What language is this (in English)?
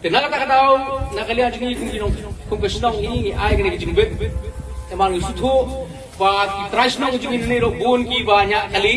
Khasi